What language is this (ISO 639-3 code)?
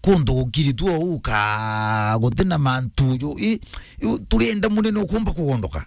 mer